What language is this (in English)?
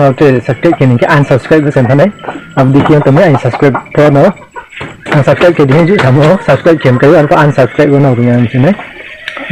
Riang (India)